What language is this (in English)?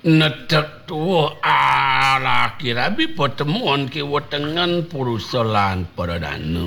Balinese